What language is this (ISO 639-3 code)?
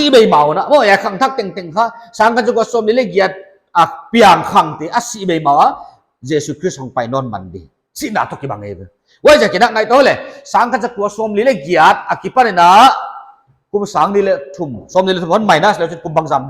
pck